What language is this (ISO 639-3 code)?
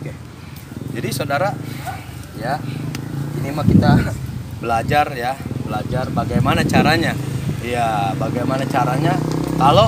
bew